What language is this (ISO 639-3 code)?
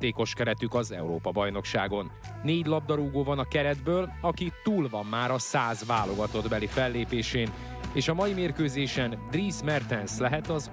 hun